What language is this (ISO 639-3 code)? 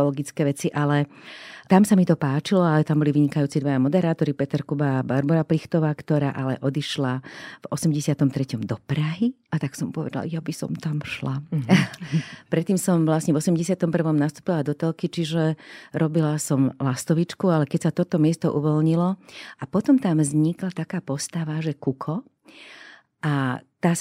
slk